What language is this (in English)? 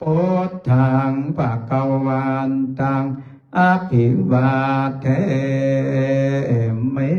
Pali